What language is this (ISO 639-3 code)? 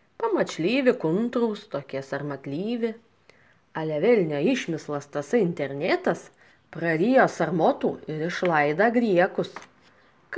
lit